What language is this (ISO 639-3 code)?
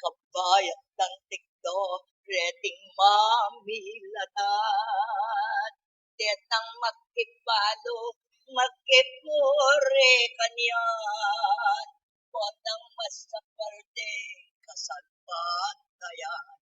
pam